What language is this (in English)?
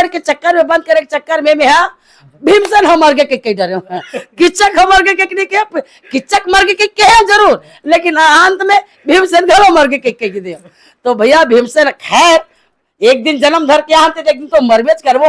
Chhattisgarhi